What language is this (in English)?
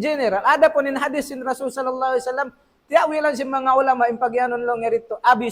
Tausug